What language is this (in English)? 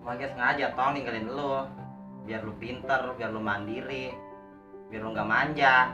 Betawi